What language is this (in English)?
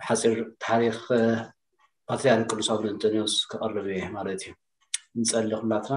Tigrinya